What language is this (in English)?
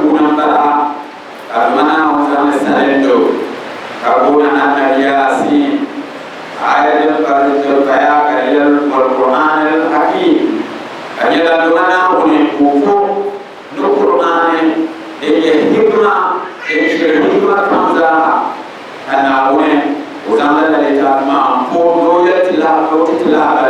Dagbani